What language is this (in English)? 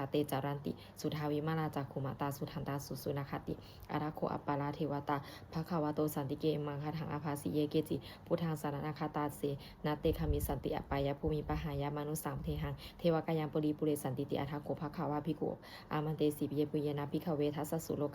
Pali